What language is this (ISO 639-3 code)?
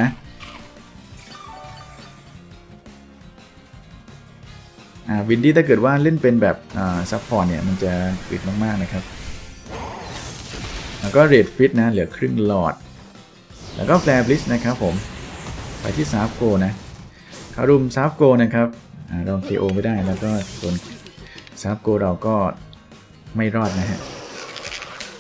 tha